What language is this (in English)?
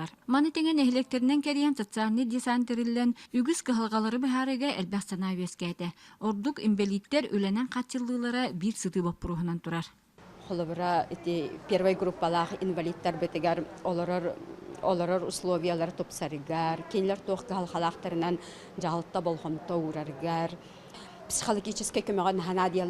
Yakut